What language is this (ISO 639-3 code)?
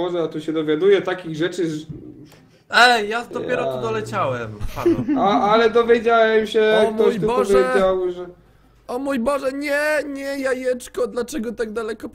pol